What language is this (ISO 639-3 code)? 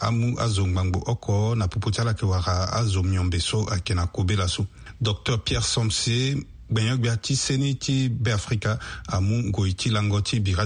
sag